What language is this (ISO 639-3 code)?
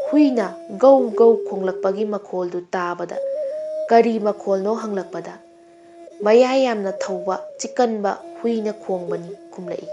mni